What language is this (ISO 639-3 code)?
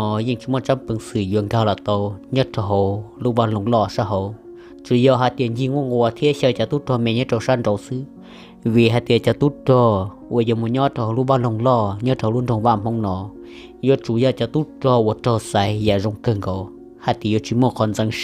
hmn